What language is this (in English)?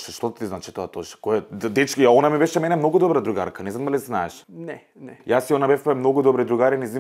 Macedonian